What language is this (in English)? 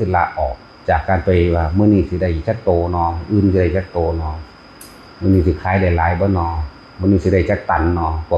Northeastern Thai